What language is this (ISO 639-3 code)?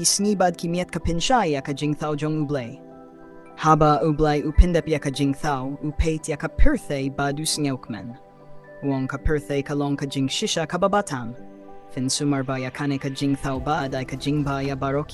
kha